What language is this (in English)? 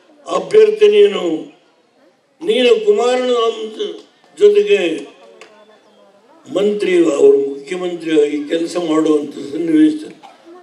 Kannada